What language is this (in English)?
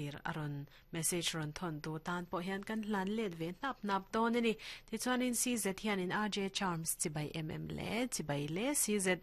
Mizo